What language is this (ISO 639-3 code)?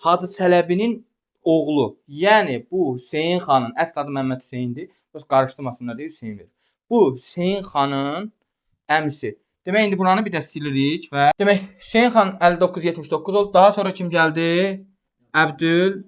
aze